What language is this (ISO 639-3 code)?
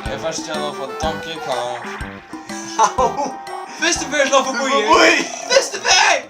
fao